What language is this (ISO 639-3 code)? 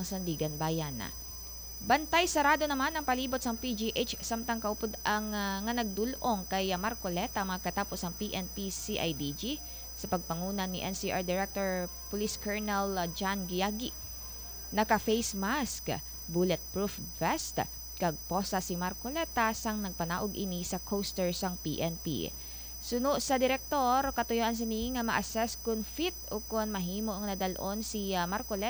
hil